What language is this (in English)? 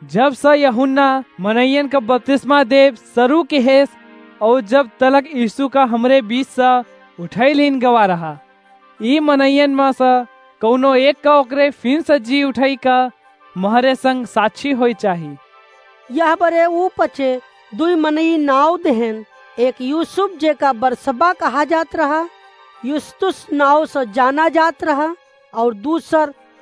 Awadhi